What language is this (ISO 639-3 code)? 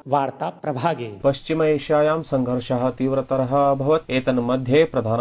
san